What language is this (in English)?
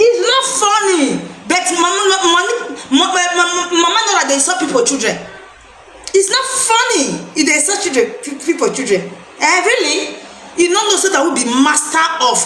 Nigerian Pidgin